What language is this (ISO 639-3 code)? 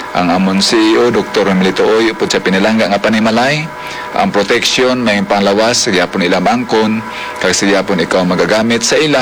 hil